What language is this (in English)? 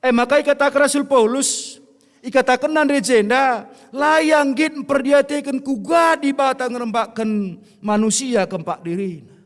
Batak Karo